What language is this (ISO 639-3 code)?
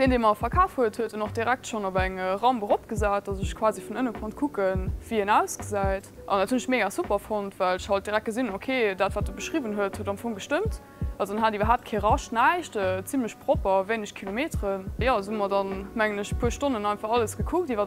ltz